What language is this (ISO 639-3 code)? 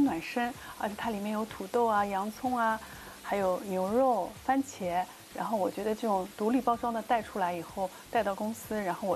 zho